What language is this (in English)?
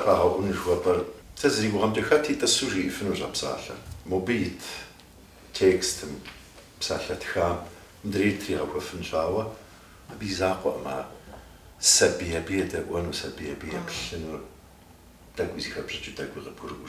Kabardian